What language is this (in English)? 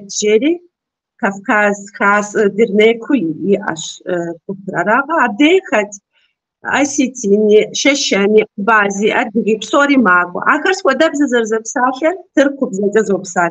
Kabardian